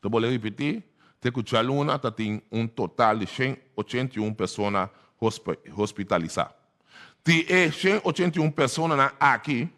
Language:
Papiamento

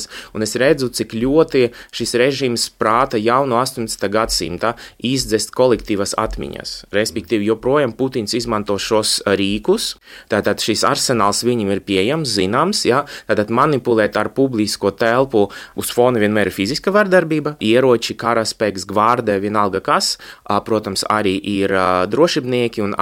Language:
Latvian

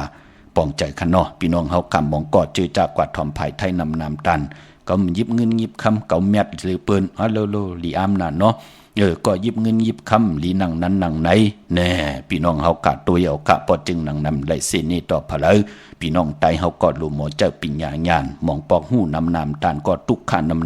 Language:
Shan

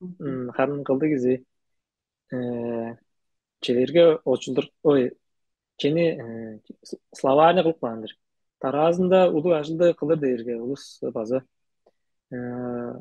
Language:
Tuvinian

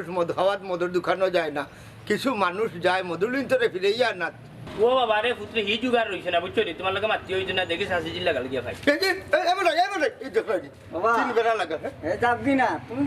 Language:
Sylheti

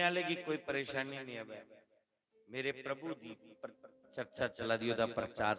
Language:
Dogri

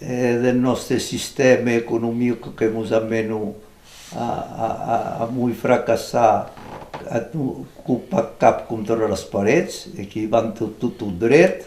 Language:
Occitan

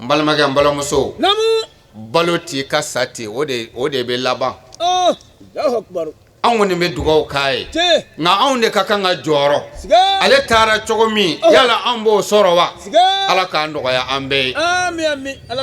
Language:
Bambara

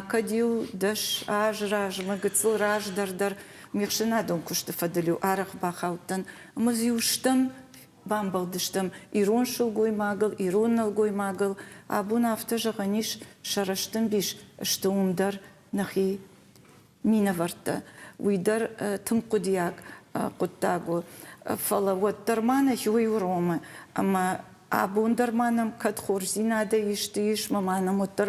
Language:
Ossetic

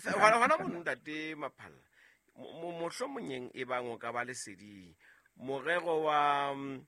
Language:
Southern Sotho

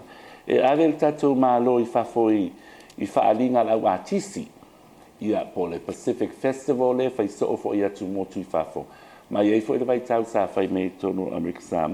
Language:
Samoan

